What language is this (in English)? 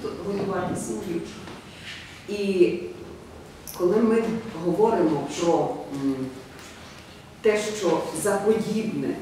Ukrainian